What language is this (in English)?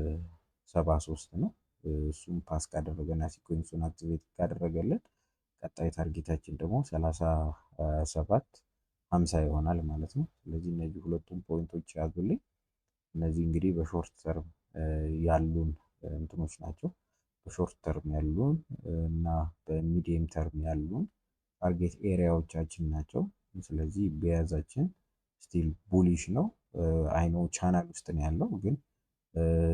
Amharic